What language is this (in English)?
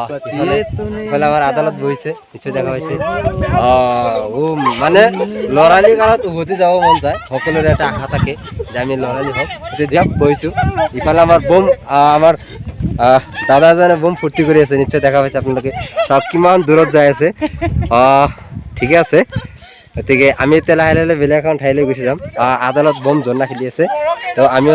Assamese